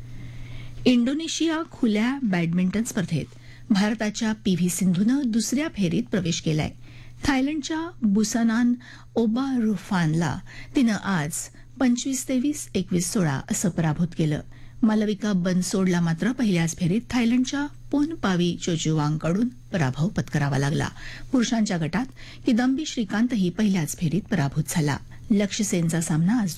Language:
Marathi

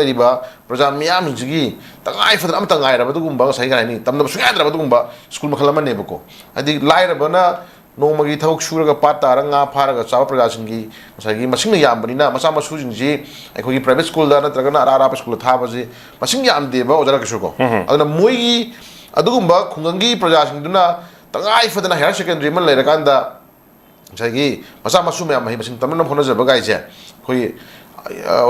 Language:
Manipuri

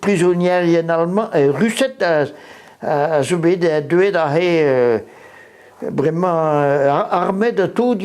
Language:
Breton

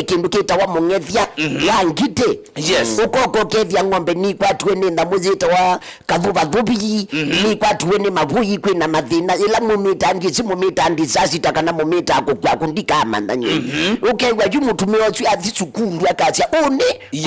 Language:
Kamba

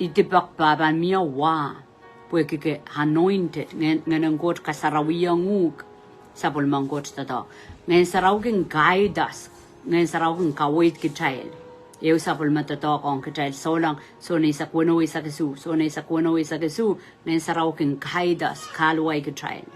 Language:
Pohnpeian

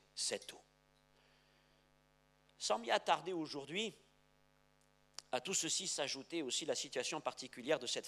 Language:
French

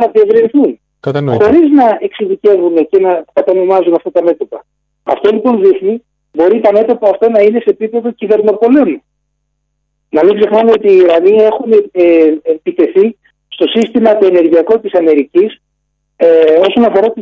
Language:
Greek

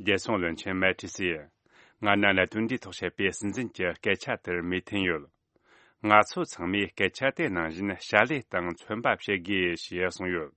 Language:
Tibetan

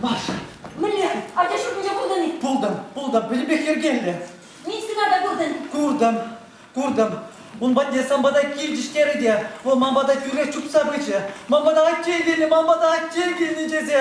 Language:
Chuvash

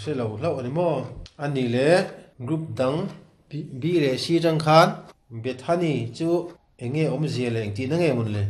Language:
Mizo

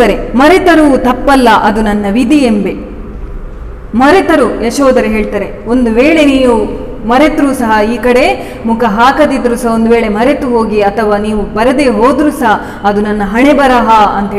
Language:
Kannada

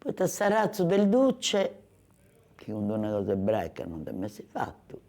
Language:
Sardinian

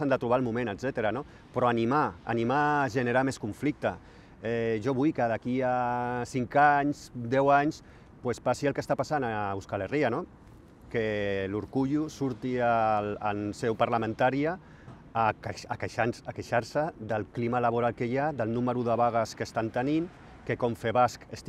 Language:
Catalan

